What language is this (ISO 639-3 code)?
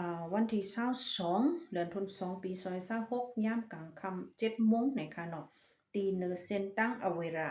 shn